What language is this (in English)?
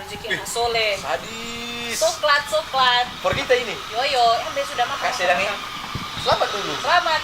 Manado Malay